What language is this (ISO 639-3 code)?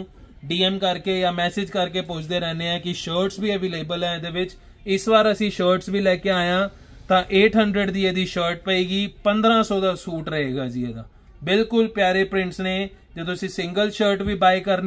pan